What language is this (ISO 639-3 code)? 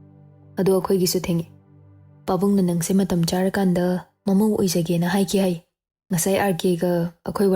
mni